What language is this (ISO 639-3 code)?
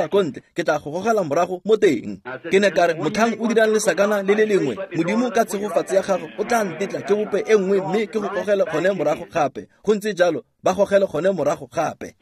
tsn